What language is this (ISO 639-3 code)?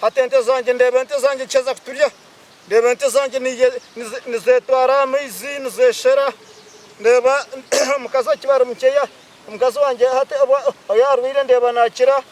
nyn